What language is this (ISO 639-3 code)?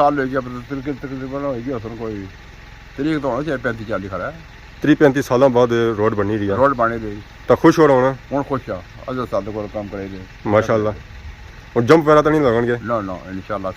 phr